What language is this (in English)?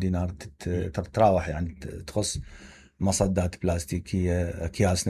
Mesopotamian Arabic